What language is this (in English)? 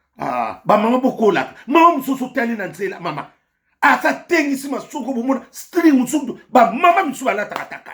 Lingala